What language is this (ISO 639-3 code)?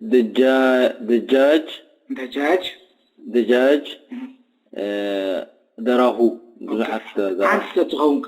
tir